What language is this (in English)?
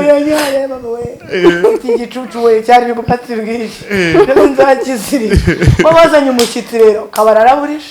Kinyarwanda